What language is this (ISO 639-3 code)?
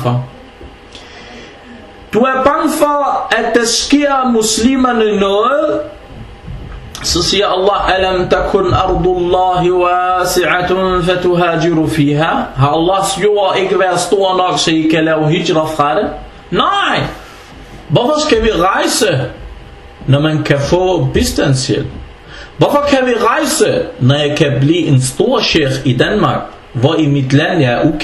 dan